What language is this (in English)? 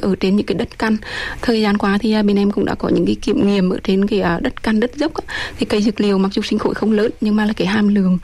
Vietnamese